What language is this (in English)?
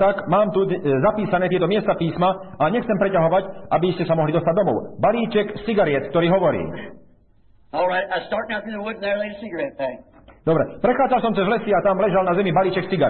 Slovak